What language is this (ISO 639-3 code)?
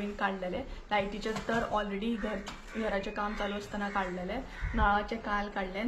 kok